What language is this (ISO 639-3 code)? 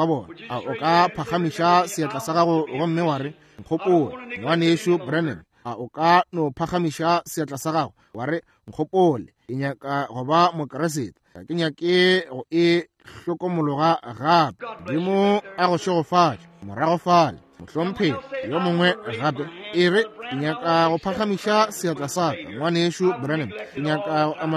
nso